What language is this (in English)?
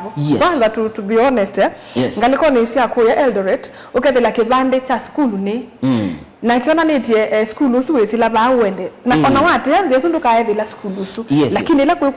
Kamba